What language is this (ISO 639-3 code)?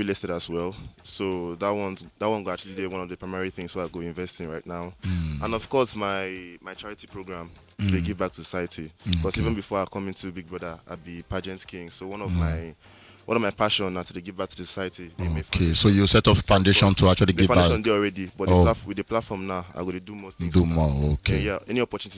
pcm